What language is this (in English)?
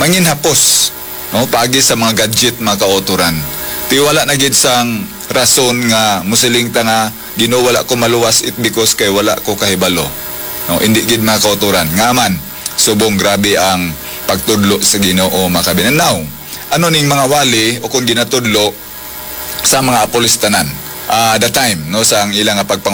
Hiligaynon